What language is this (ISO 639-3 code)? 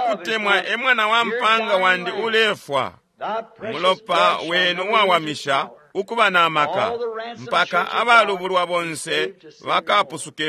bem